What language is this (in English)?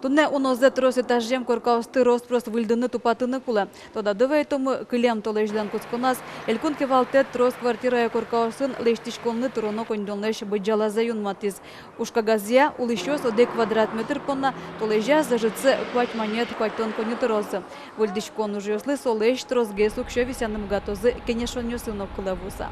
Udmurt